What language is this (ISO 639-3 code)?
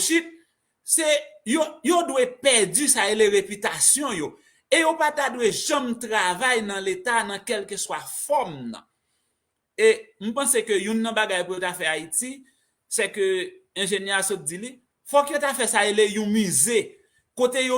hat